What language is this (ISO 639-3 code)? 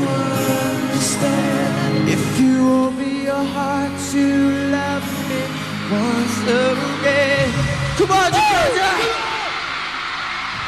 eng